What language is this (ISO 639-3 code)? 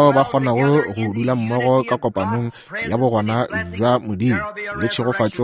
nso